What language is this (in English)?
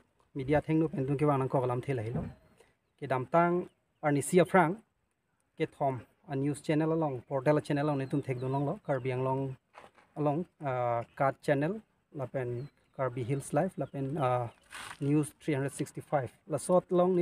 Karbi